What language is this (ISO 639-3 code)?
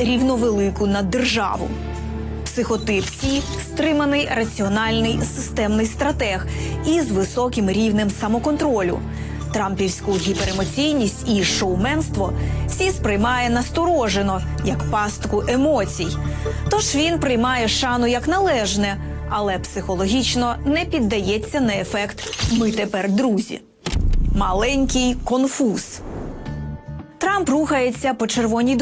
ukr